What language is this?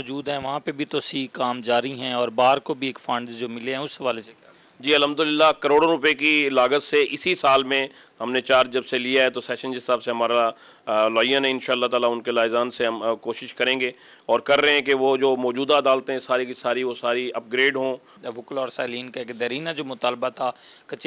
Urdu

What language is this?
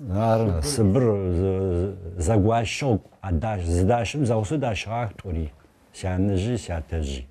Adyghe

